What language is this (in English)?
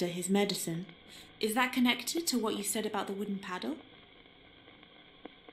Romanian